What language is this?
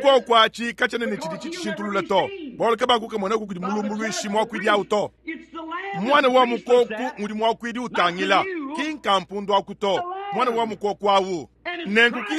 Luba-Lulua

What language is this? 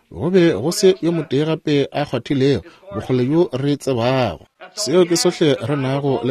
Northern Sotho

